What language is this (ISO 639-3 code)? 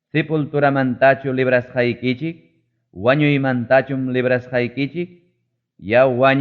quy